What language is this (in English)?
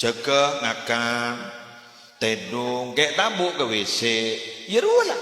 Madurese